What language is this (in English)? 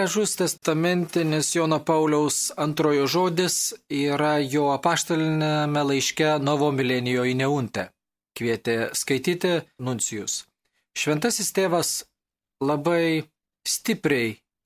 Lithuanian